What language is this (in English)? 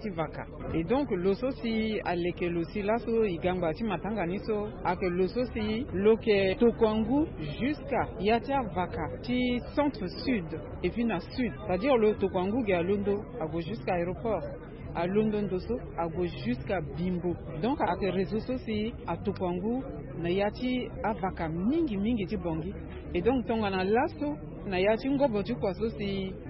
Sango